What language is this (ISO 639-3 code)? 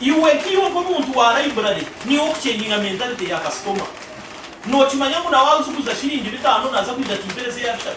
nyn